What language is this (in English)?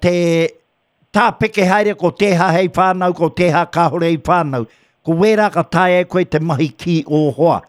Māori